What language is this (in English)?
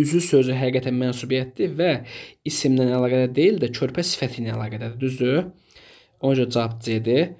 Azerbaijani